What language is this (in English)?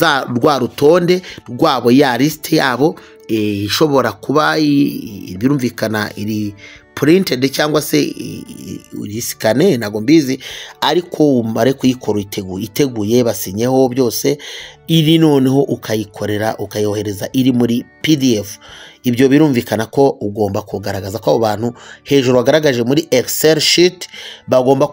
Kinyarwanda